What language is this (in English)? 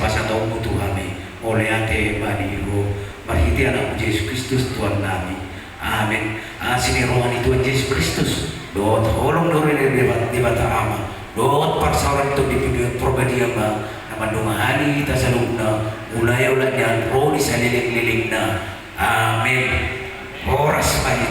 Batak Toba